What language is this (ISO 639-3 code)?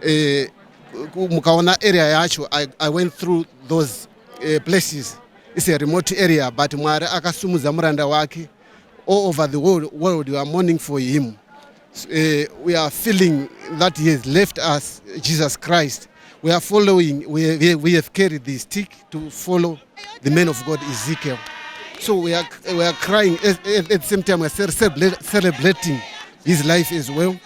sna